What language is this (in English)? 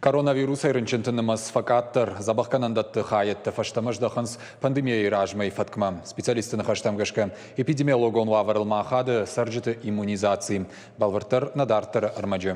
Ossetic